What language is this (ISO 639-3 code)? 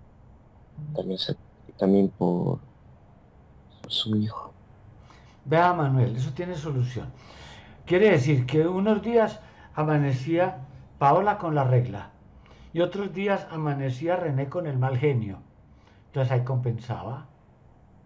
spa